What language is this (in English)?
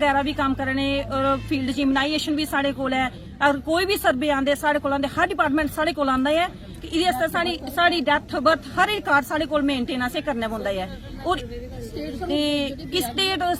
Dogri